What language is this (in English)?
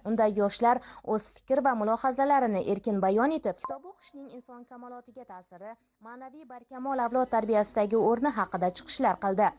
Uzbek